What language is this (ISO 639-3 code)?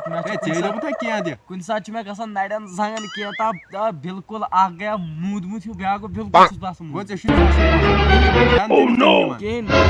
kas